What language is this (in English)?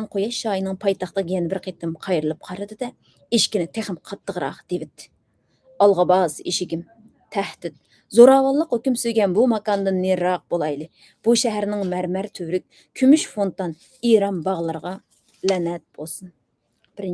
Uyghur